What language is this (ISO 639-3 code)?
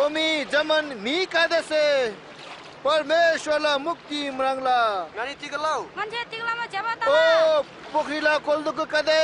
taj